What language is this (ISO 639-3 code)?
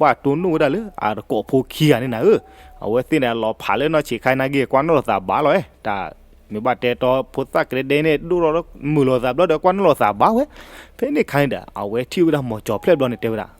ksw